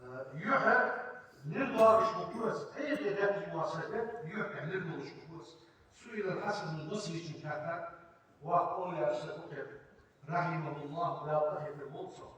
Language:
Ingush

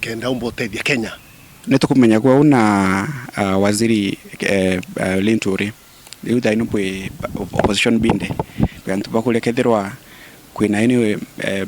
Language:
Meru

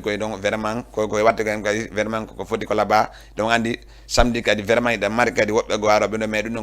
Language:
Fula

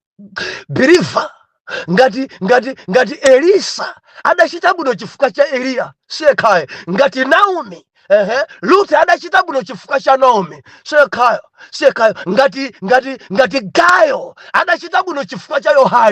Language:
Nyanja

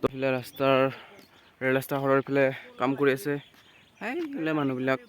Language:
Assamese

